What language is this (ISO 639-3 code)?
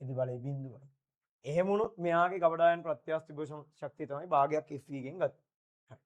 sin